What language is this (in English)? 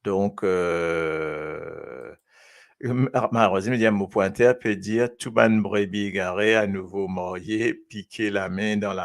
Morisyen